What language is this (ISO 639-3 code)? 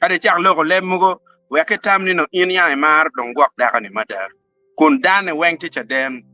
ach